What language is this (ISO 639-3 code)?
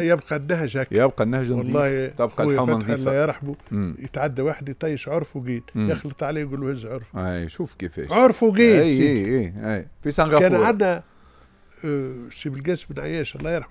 aeb